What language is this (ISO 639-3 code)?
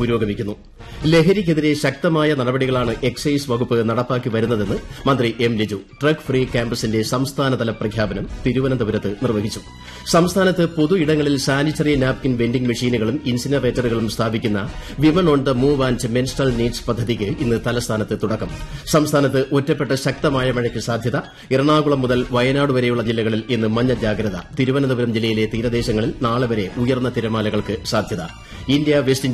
mal